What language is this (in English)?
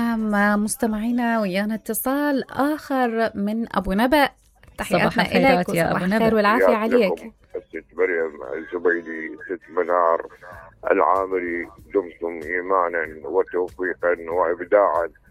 Mesopotamian Arabic